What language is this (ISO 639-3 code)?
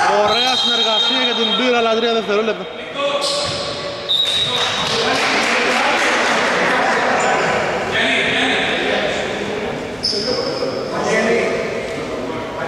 ell